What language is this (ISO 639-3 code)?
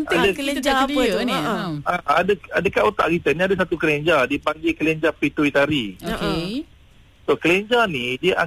msa